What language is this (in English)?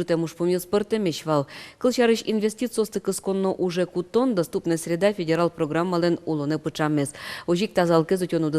Udmurt